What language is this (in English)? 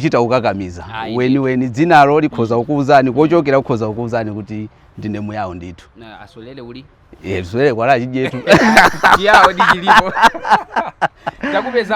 Nyanja